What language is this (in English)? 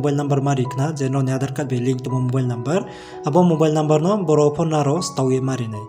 Riang (India)